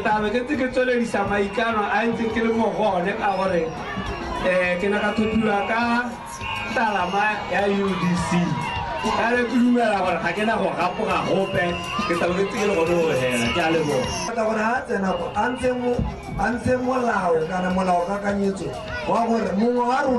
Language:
Tswana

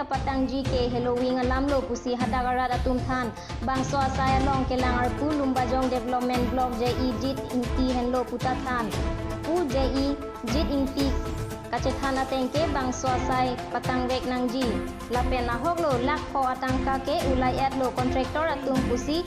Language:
Karbi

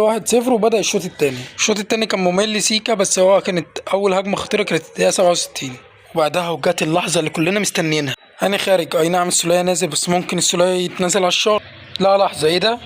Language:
Egyptian Arabic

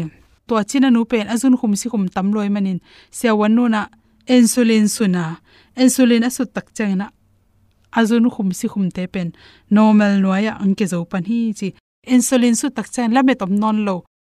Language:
Tedim Chin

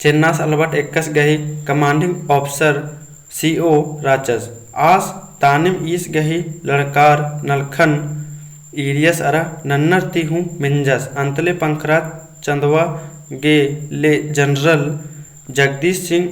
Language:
Kurukh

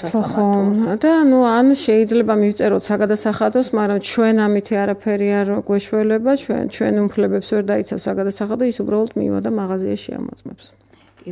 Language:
Georgian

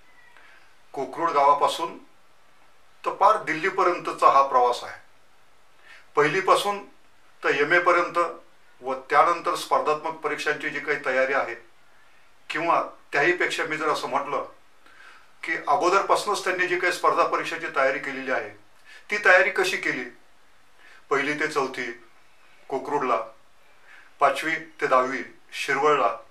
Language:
Marathi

